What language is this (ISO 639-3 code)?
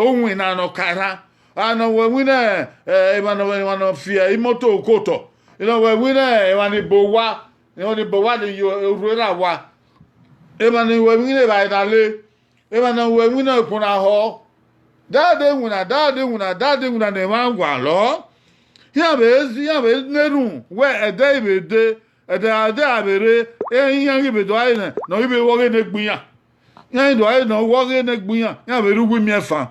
bin